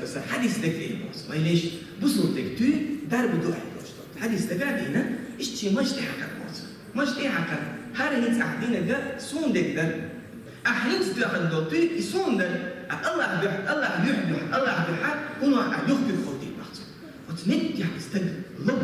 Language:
Chechen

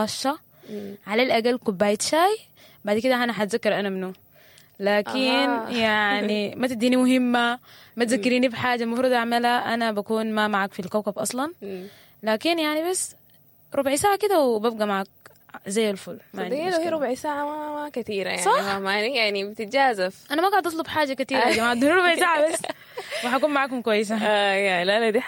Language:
Sudanese Arabic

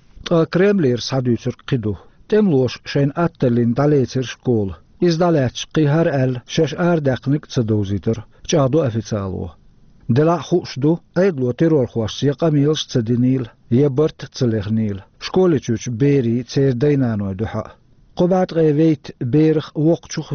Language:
Chechen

